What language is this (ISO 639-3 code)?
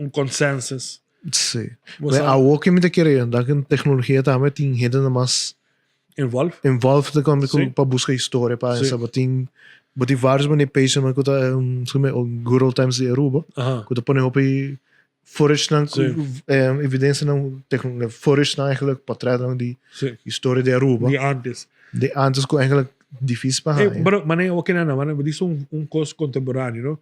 pap